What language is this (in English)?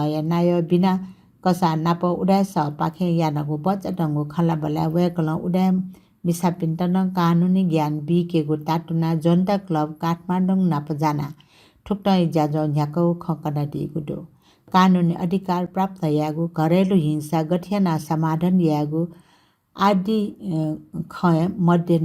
Newari